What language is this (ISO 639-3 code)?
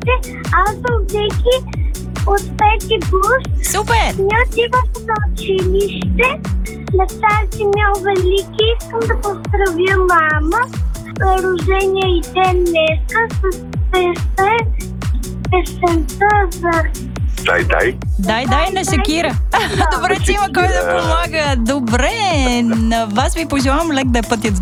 bul